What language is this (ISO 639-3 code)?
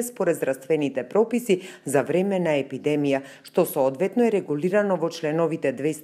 mkd